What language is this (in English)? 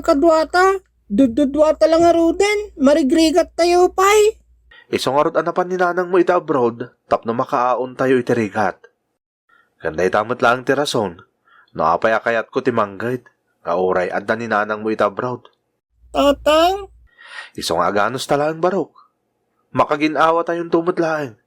Iloko